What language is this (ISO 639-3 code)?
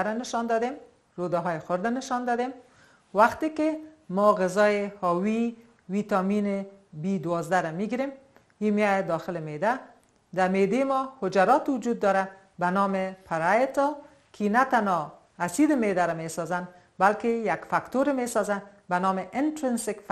fas